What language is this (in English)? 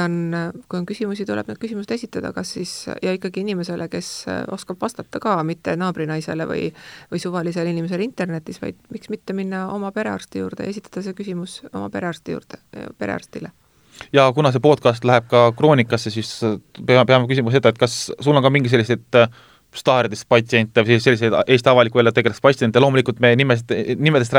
Estonian